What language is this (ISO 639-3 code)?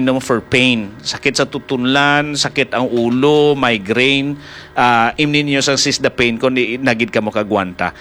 hil